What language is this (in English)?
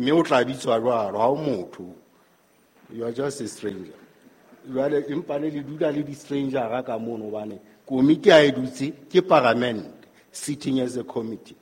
Southern Sotho